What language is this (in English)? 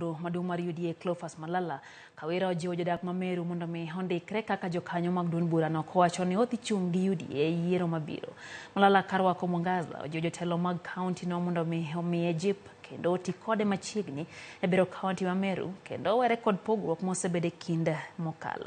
Luo (Kenya and Tanzania)